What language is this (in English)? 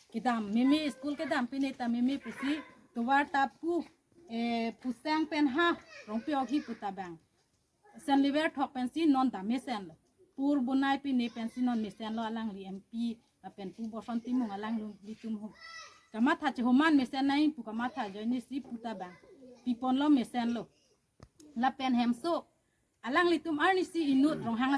Karbi